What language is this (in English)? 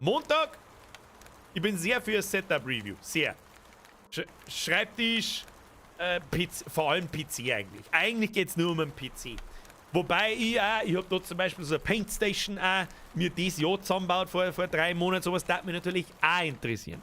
Bavarian